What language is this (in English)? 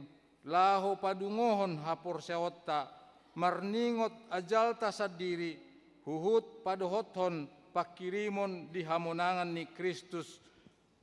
Batak Toba